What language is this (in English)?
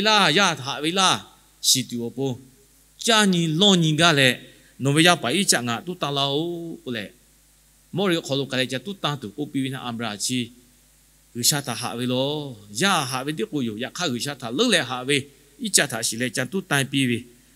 Lahu